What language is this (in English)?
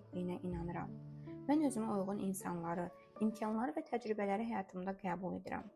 Azerbaijani